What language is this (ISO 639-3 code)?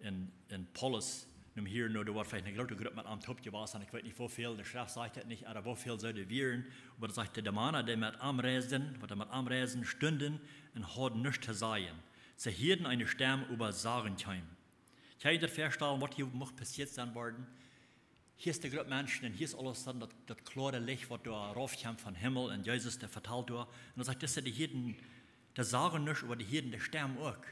pdt